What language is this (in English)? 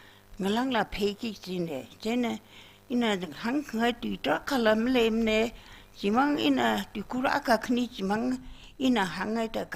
Tangkhul Naga (India)